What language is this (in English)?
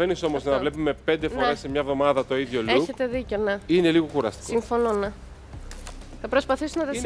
Greek